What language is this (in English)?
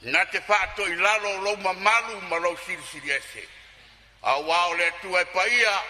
Samoan